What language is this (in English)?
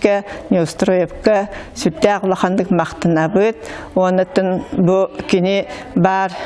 Yakut